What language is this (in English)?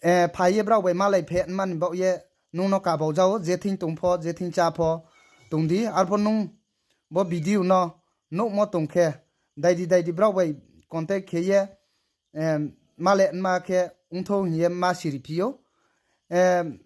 Riang (India)